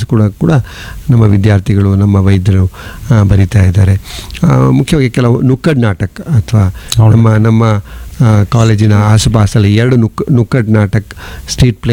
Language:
Kannada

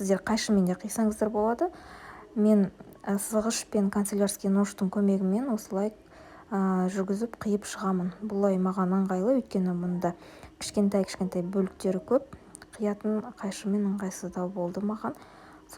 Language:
Kazakh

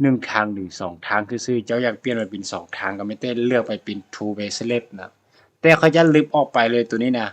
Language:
Lao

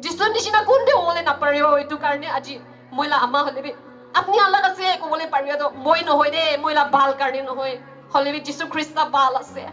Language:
Naga Pidgin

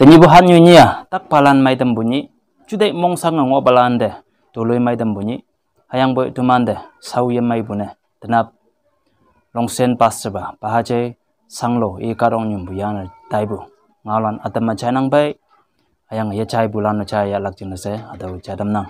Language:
Konyak Naga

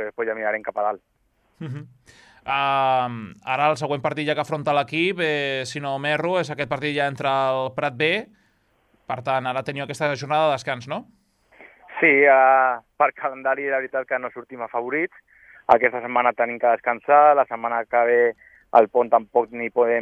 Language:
Catalan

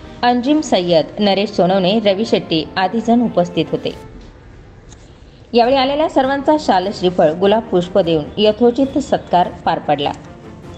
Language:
Marathi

